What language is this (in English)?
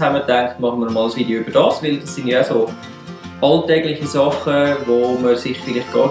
Swiss German